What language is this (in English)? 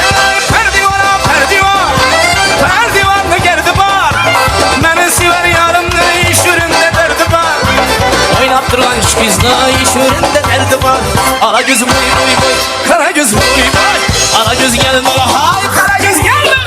Kara-Kalpak